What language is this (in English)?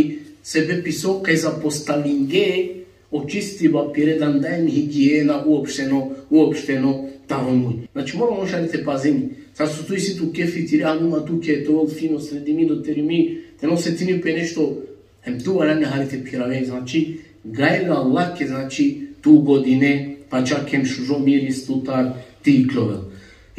Balkan Romani